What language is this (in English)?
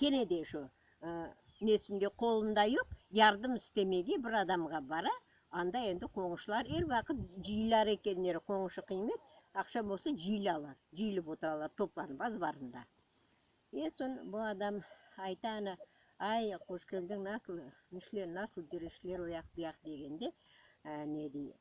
Crimean Tatar